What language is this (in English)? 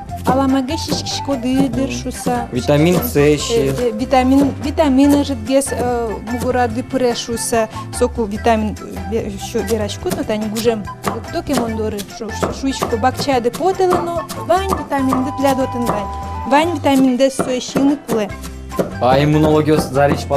Udmurt